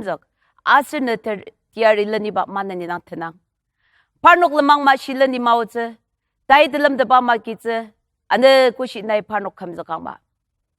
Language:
Ao Naga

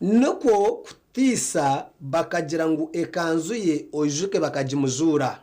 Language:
Nyankole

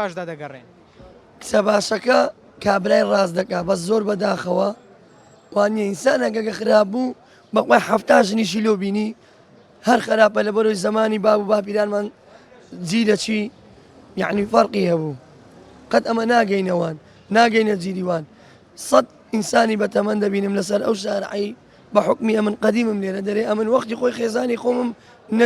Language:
Central Kurdish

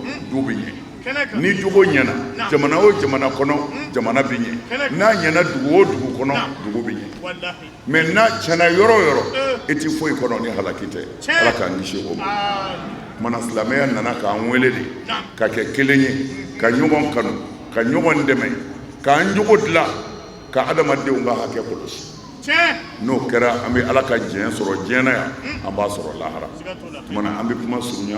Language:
Bambara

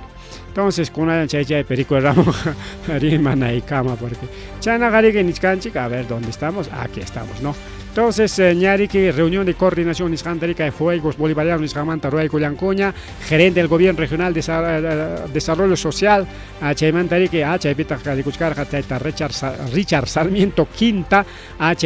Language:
Ayacucho Quechua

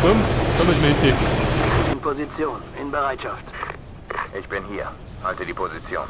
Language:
Bavarian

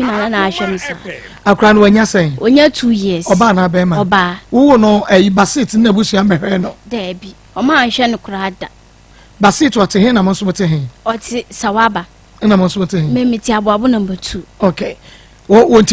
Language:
Akan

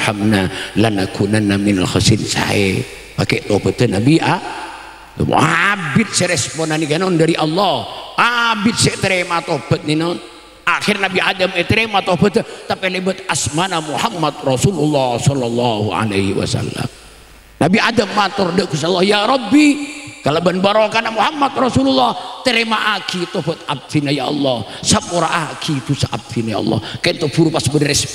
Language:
Madurese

